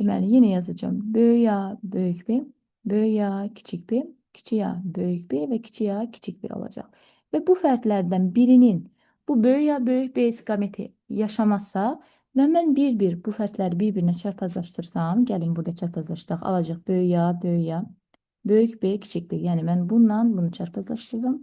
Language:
Azerbaijani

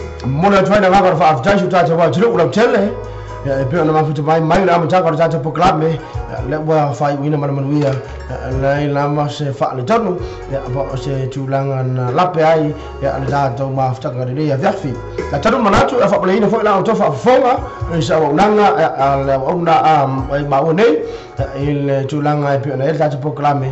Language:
Samoan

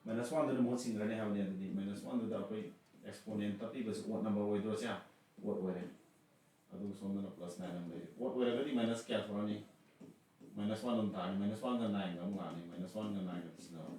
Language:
Manipuri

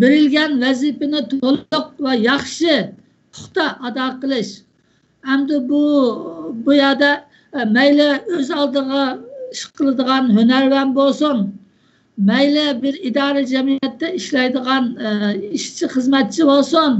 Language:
Uyghur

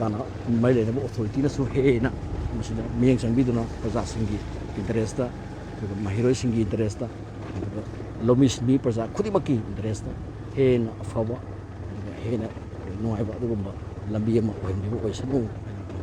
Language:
Manipuri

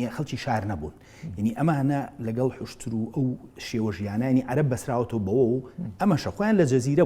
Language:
Central Kurdish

